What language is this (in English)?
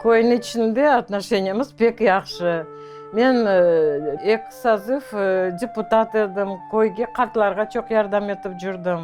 Crimean Tatar